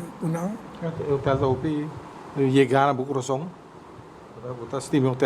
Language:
Papiamento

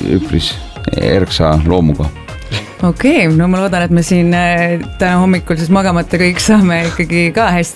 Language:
Estonian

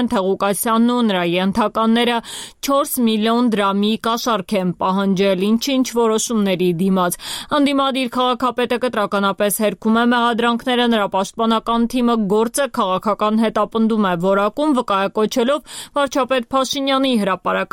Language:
Armenian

